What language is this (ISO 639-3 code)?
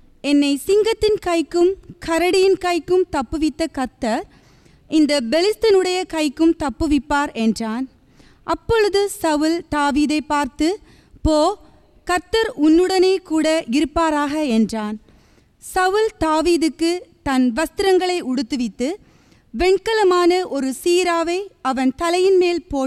tam